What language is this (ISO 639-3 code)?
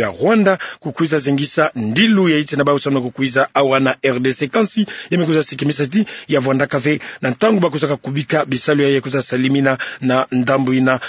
ktu